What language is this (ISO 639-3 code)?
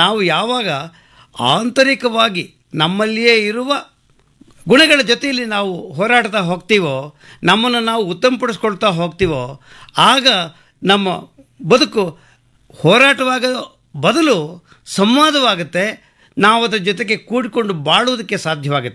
kan